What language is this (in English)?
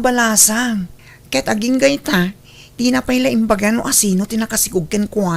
Iloko